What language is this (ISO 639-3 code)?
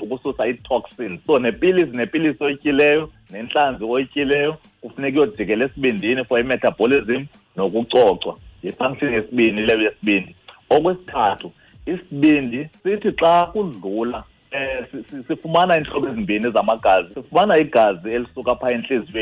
xho